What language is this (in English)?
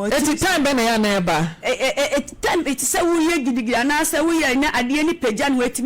Akan